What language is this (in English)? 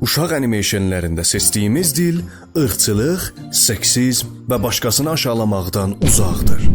South Azerbaijani